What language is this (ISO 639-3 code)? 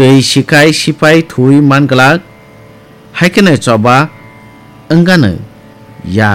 trp